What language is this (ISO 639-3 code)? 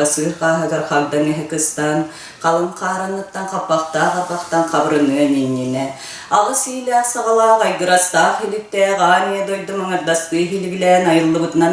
sah